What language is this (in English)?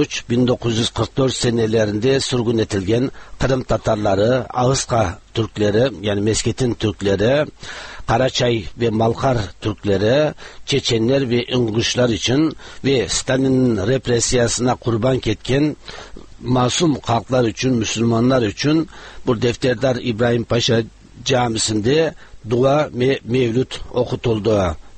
Tatar